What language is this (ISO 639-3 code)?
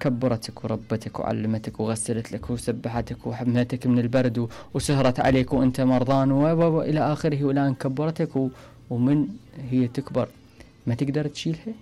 acm